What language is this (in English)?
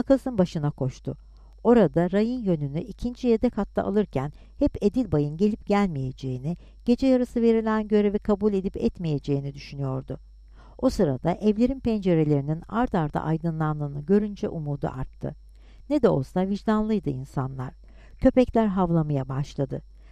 Turkish